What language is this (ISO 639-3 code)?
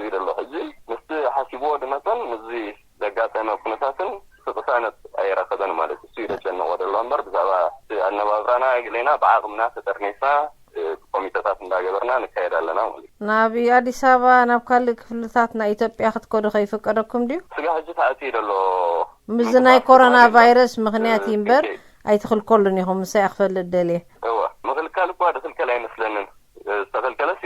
tir